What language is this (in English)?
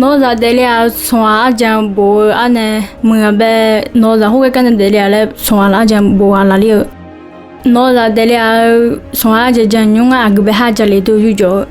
Akha